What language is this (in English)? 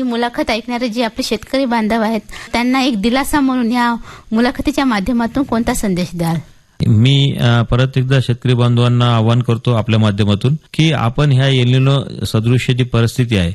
Marathi